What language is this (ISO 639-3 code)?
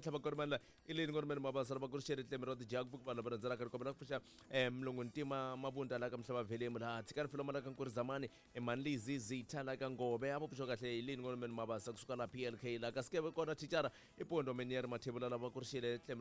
tso